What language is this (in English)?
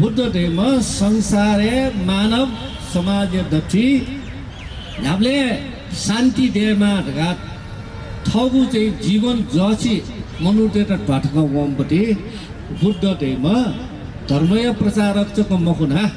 Newari